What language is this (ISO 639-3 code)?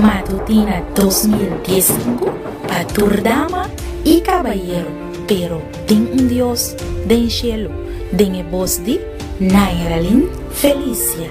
pap